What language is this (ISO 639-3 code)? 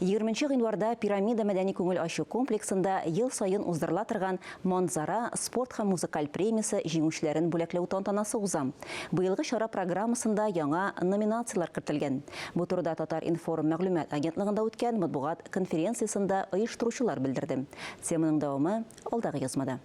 tat